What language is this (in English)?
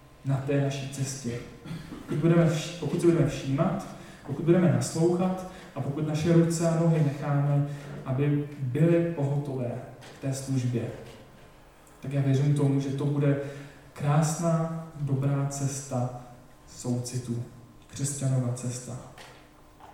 Czech